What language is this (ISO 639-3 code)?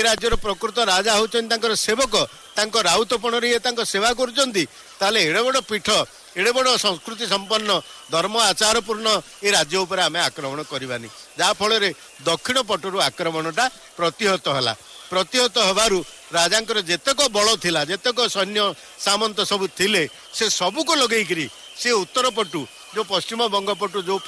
ori